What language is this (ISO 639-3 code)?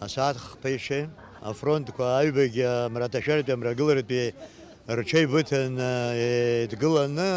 abk